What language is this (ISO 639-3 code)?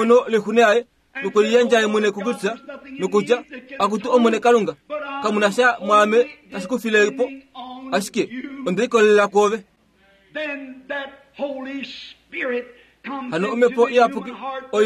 kua